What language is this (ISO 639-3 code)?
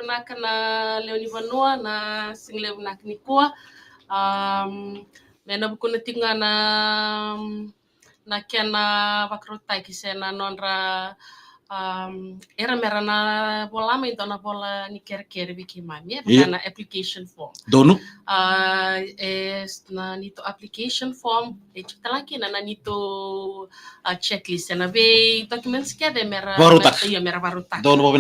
fij